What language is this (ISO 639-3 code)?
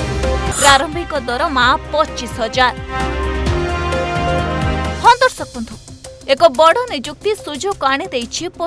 ori